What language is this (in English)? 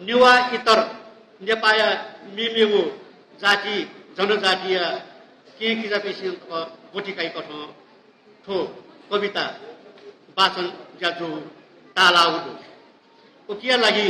Newari